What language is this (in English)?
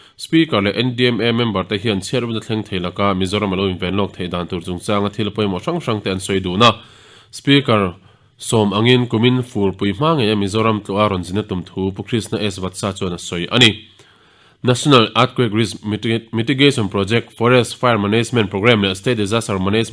Mizo